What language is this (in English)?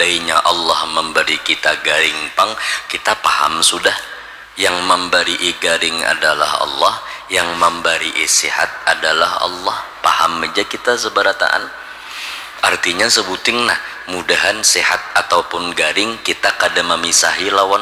Banjar